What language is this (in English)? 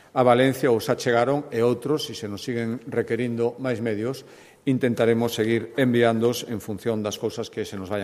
Galician